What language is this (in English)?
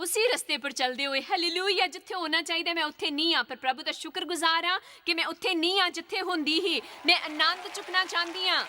Dogri